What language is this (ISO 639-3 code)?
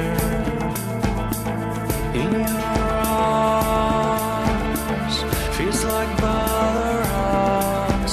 fra